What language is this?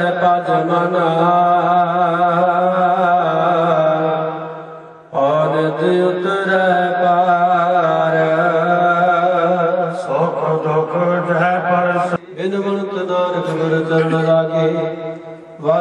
Punjabi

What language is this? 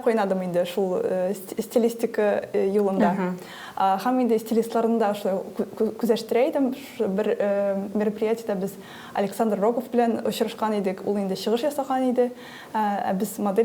Tatar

